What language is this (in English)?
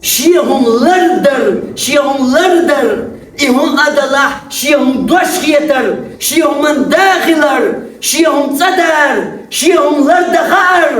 Chechen